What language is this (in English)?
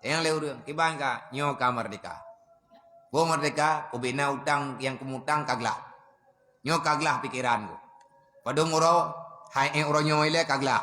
Achinese